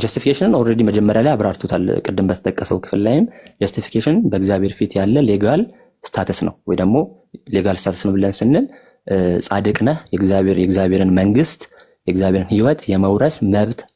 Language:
Amharic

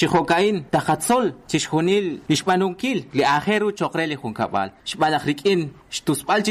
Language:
Kekchí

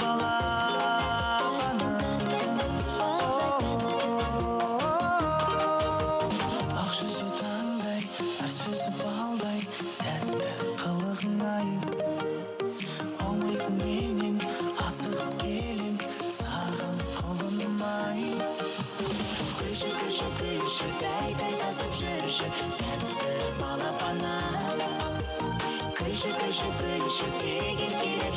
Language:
Kazakh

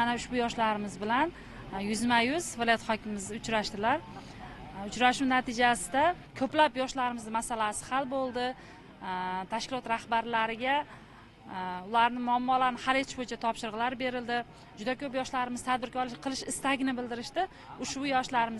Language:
Uzbek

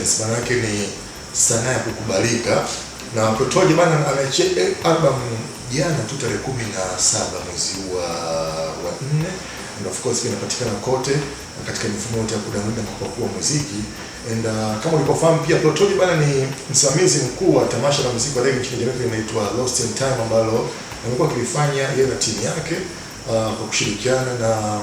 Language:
Swahili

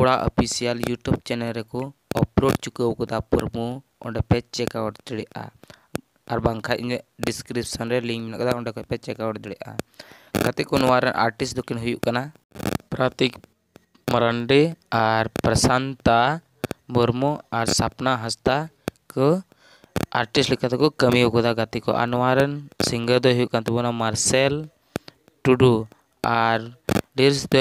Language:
Santali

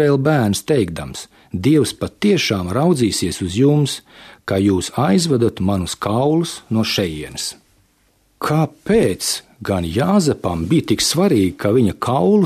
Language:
Latvian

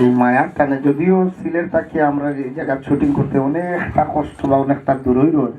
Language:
Sylheti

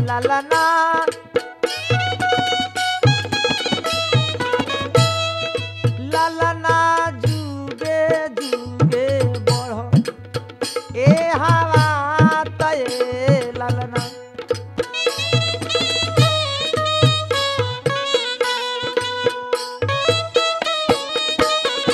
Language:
Bhojpuri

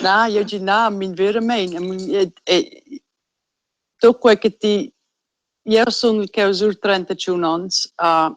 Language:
Romansh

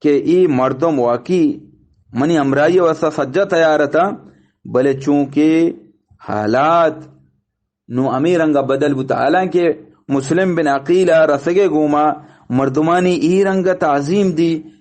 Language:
Eastern Balochi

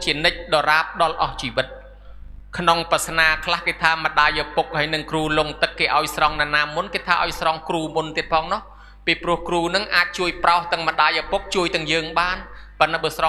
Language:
Khmer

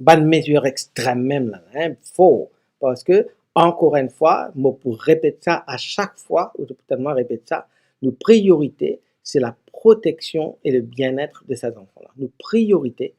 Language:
Morisyen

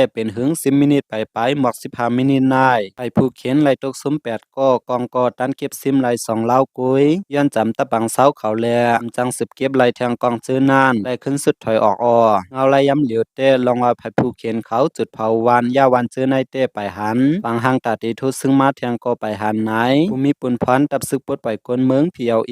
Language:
Shan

